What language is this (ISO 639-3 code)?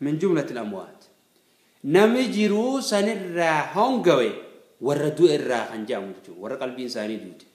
orm